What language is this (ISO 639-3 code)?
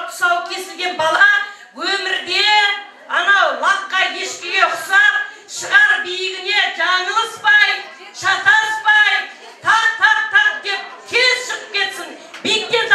kaz